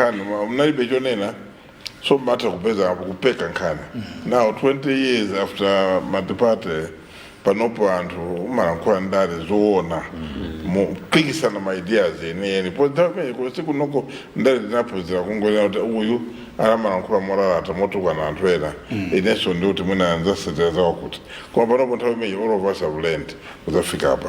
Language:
Nyanja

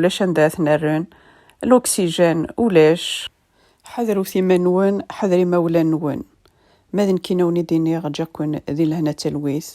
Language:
Kabyle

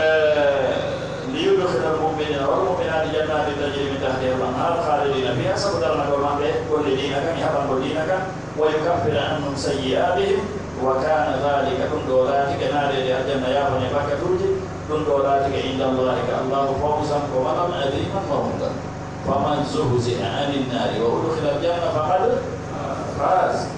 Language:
Pular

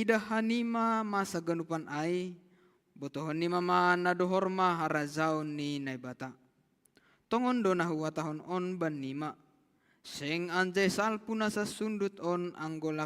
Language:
Batak Simalungun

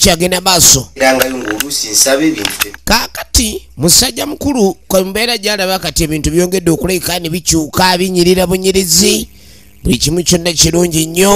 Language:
Ganda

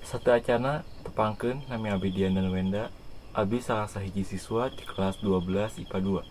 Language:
Sundanese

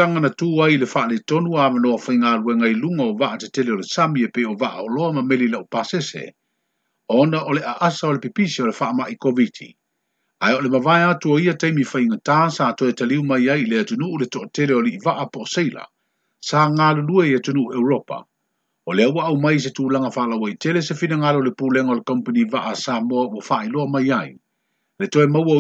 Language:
Samoan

